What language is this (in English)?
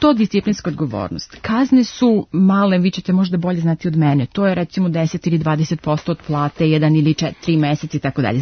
Serbian